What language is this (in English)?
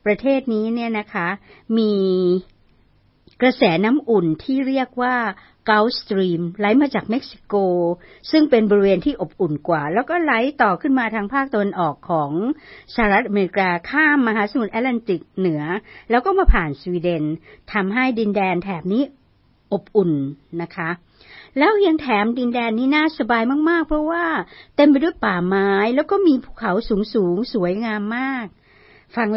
Thai